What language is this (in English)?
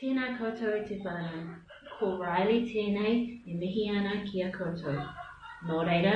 Māori